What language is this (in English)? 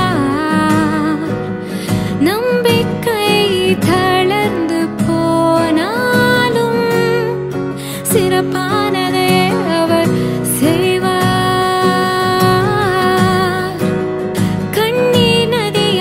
Tamil